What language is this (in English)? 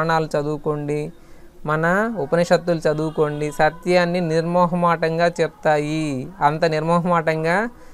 Telugu